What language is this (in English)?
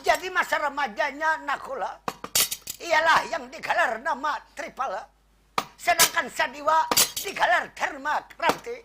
Banjar